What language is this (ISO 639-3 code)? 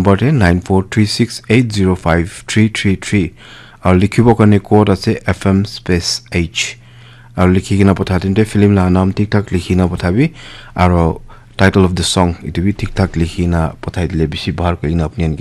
nag